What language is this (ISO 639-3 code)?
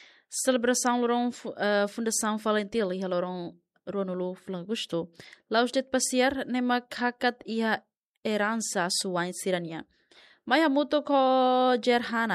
tet